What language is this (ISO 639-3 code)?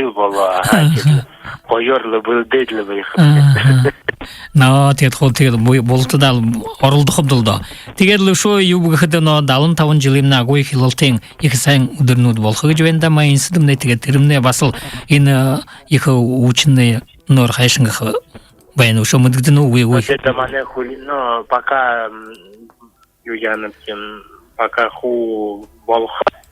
bua